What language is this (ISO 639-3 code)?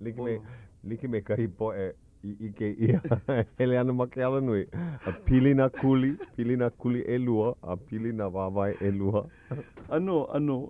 haw